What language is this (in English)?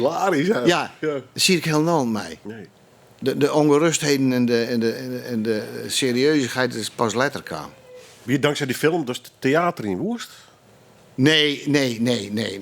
Western Frisian